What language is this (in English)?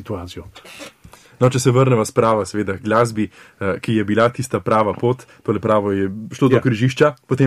Slovenian